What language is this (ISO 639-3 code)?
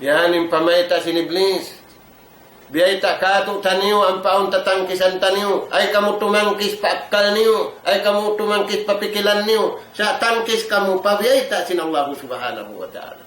tsg